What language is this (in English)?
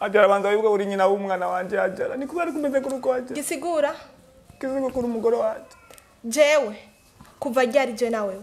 Rundi